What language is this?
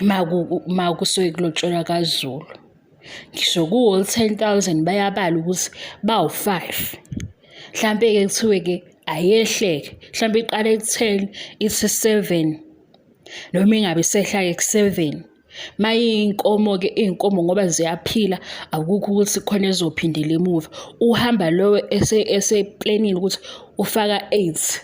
Zulu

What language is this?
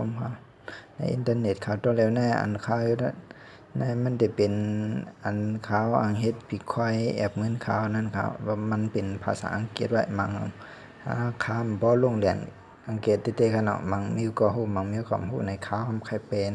Shan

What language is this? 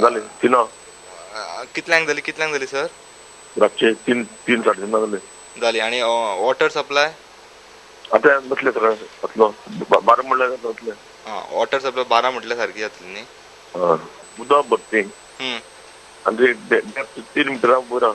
Konkani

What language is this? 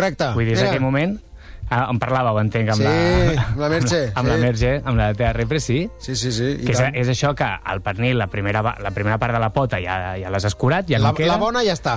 Catalan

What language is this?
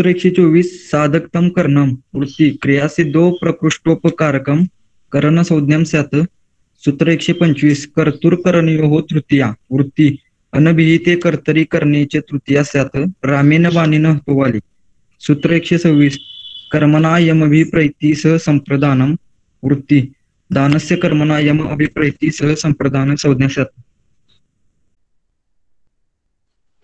Marathi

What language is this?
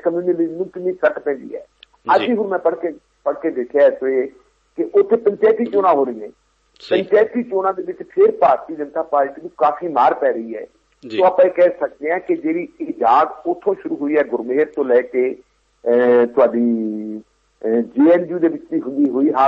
Punjabi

